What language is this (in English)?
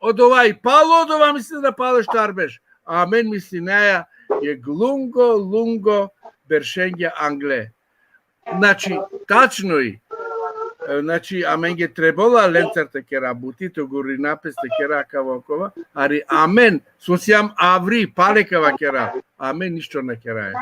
Balkan Romani